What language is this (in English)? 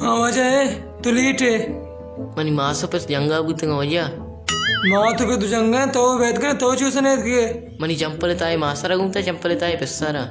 Baluchi